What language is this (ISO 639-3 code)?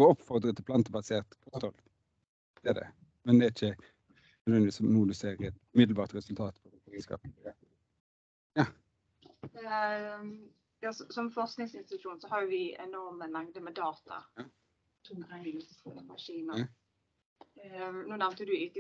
nor